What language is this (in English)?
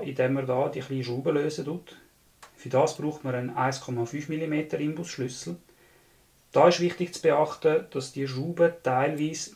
Swiss German